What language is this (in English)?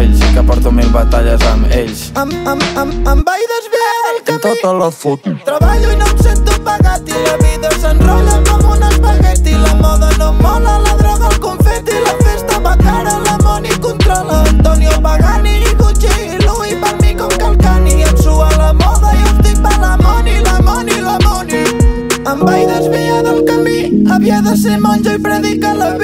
Catalan